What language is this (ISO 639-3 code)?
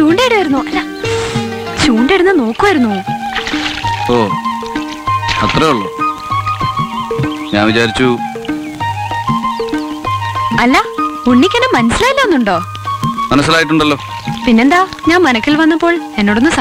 mal